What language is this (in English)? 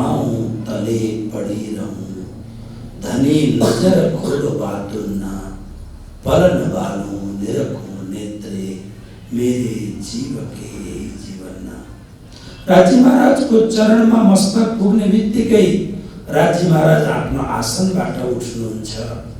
Nepali